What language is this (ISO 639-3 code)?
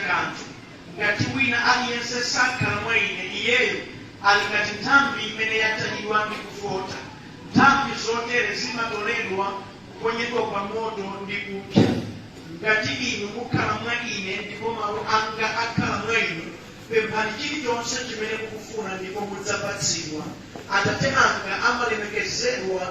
nya